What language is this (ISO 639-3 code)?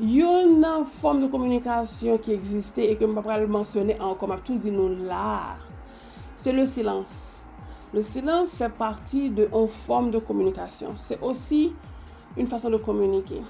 hat